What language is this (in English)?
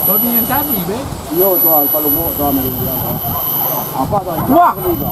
Minangkabau